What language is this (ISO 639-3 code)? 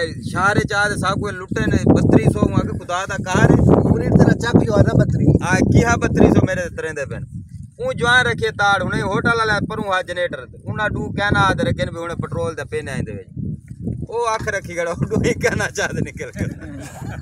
skr